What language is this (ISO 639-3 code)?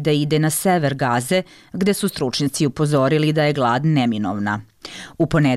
bos